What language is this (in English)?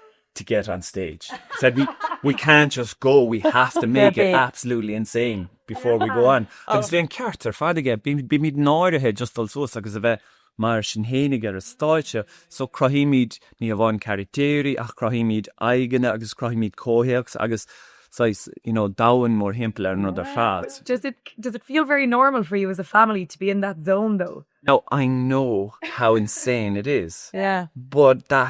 Irish